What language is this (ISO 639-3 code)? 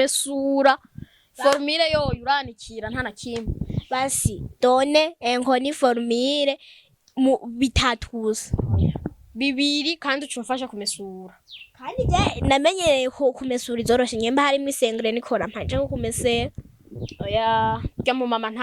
run